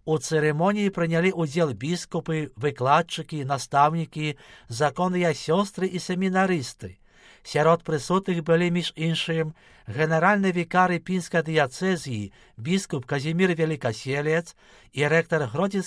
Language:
Belarusian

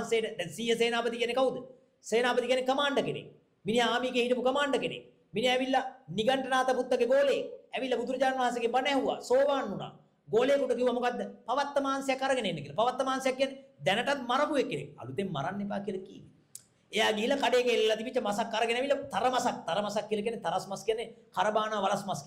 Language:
Sinhala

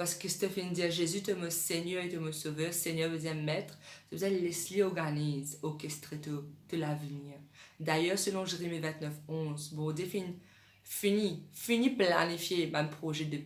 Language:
Morisyen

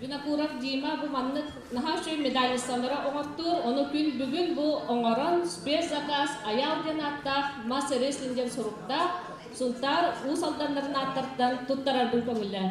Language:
Yakut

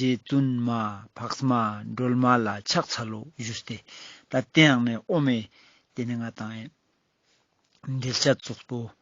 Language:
Ladakhi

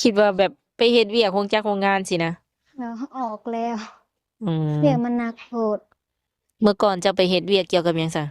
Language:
Lao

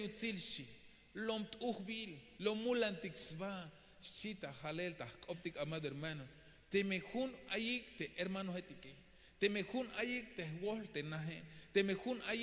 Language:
Tzeltal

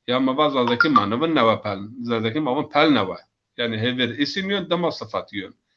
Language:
Zaza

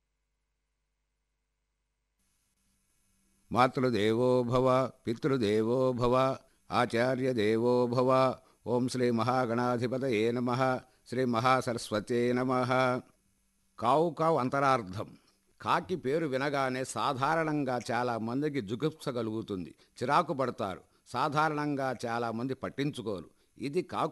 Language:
Telugu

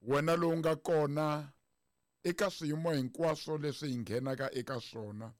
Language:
Tsonga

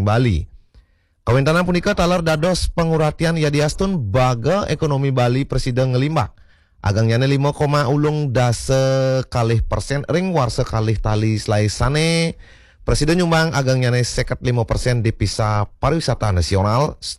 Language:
Balinese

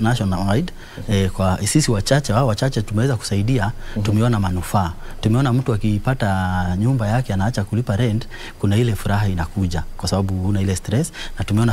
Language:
Swahili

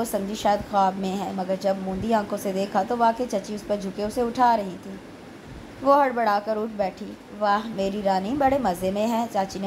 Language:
Urdu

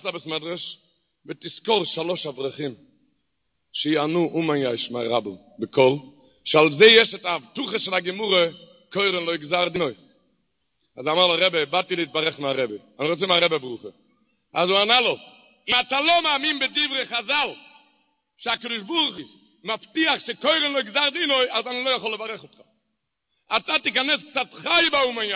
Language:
Hebrew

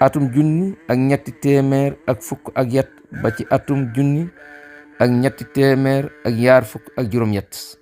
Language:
Wolof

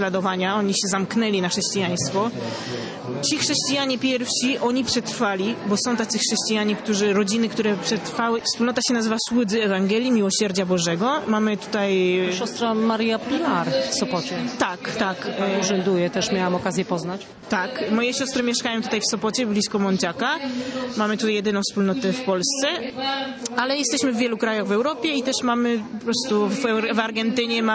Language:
Polish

